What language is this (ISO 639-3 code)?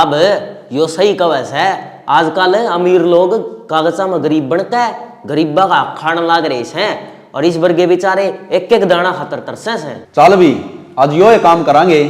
bgc